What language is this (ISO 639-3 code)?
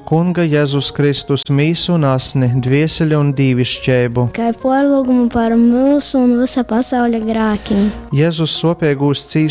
ltg